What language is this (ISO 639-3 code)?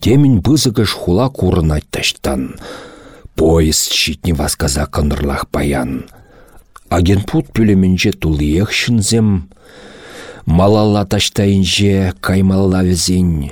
chv